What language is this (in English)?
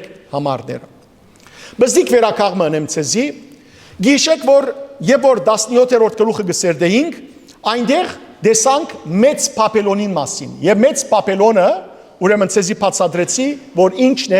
Western Armenian